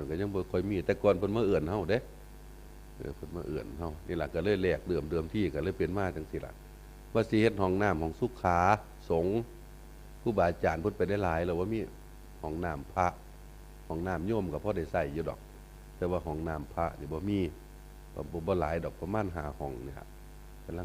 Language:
Northeastern Thai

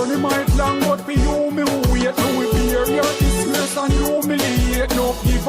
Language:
Jamaican Creole English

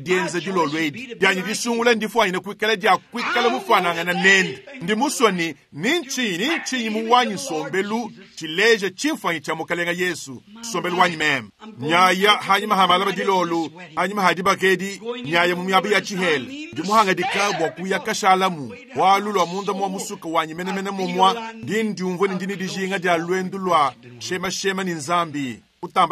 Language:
Luba-Lulua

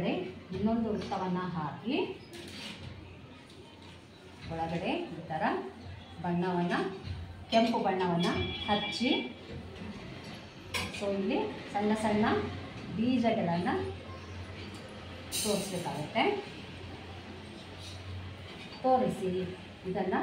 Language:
Kannada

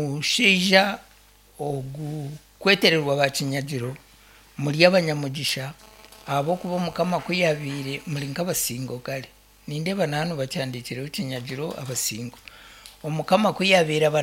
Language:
Nyankole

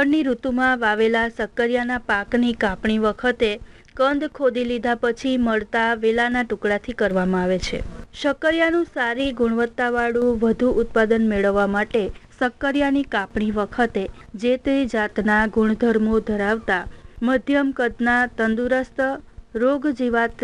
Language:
Gujarati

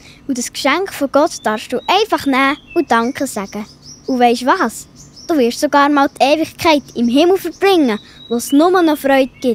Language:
Swiss German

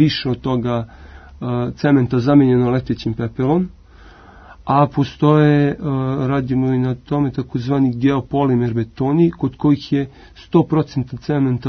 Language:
Serbian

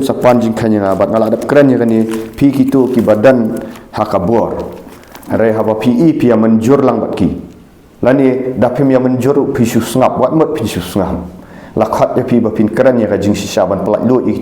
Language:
Khasi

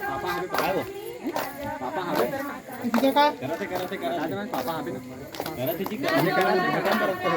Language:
Chhattisgarhi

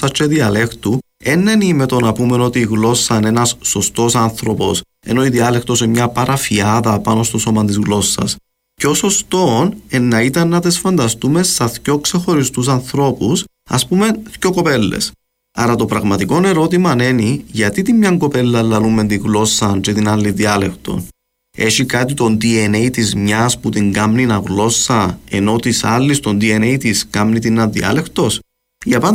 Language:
Greek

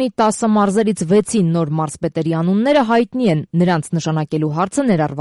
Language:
Armenian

